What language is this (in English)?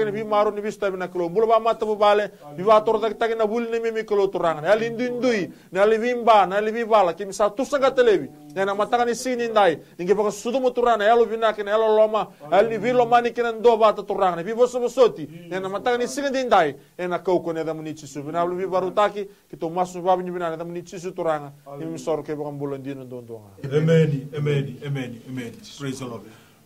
Fijian